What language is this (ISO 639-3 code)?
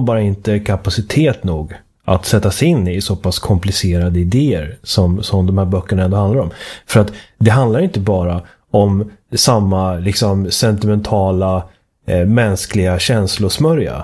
swe